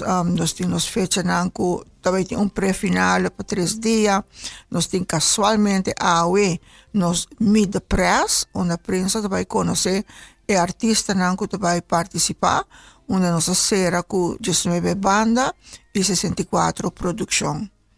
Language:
Papiamento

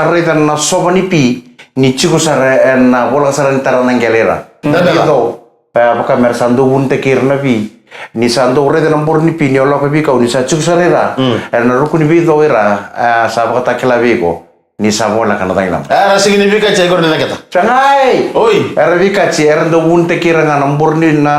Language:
Fijian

